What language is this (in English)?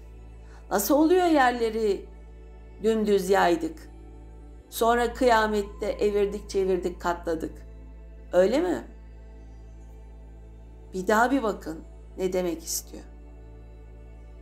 Turkish